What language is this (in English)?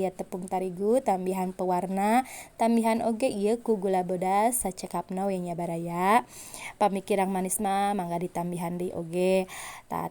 Sundanese